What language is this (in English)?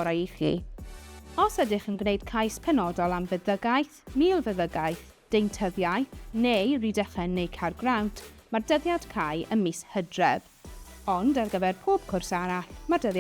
Welsh